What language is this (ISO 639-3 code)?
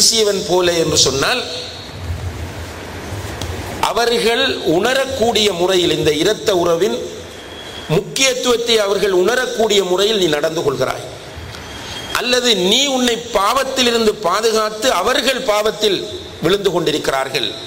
tam